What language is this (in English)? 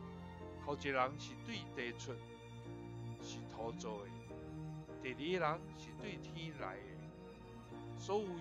Min Nan Chinese